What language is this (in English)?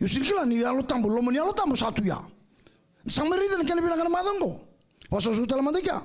Fijian